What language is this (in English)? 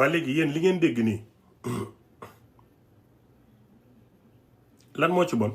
Wolof